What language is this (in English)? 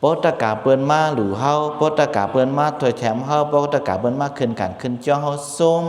Shan